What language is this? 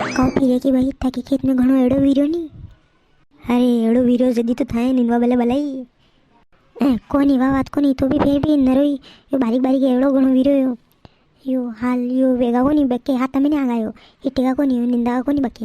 Rajasthani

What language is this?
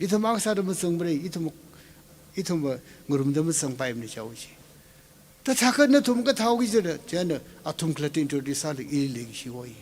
Tangkhul Naga (India)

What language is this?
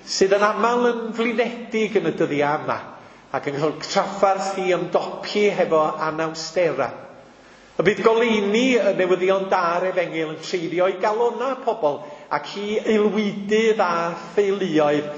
Welsh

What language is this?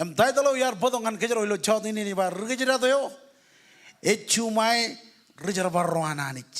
Marshallese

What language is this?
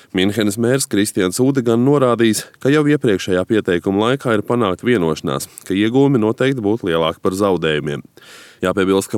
Latvian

